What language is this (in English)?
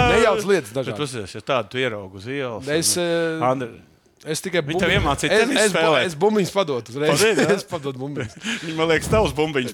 Latvian